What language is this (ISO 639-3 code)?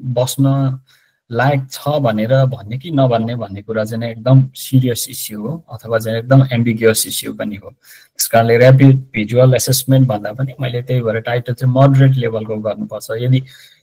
nep